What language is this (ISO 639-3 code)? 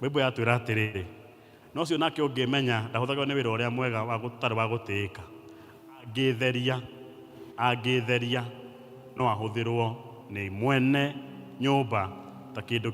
kik